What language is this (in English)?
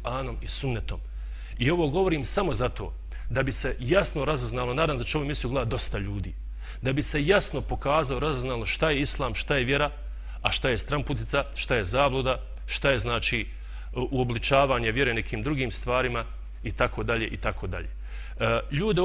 Bosnian